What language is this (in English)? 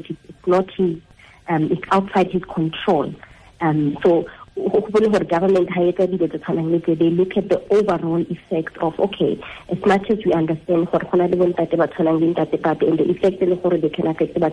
Tswana